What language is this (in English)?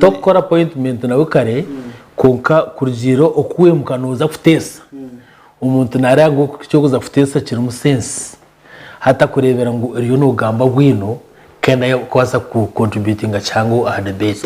Nyankole